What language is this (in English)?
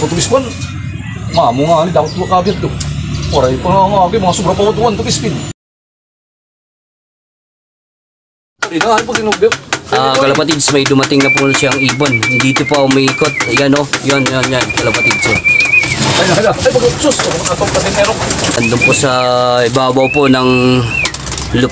Filipino